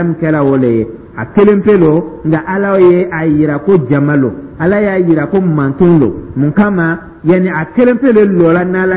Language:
Dyula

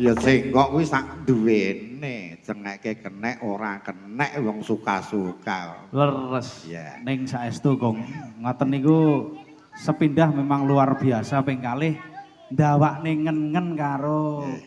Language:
Javanese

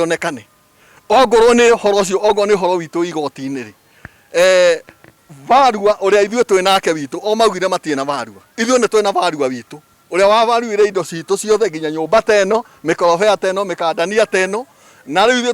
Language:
Kikuyu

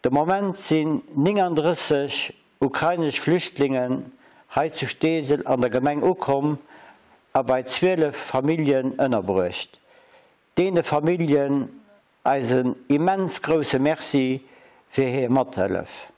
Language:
Luxembourgish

